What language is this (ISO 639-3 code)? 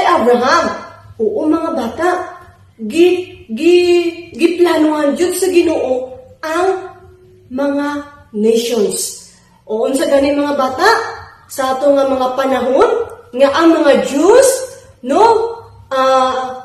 ceb